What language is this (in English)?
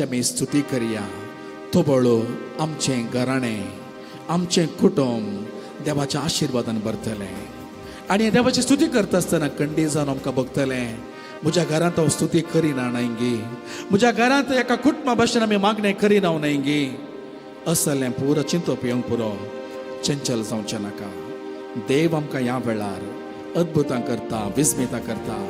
Konkani